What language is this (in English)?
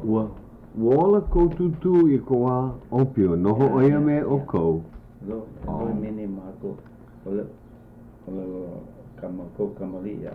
Hawaiian